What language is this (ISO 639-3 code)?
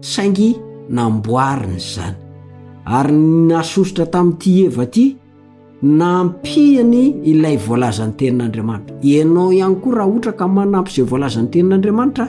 mlg